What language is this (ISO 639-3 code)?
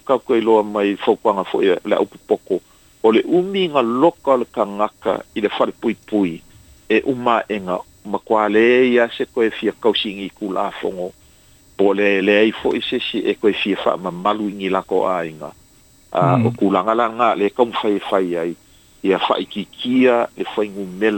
smo